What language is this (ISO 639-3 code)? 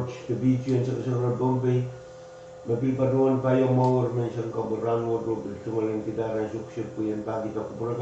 pon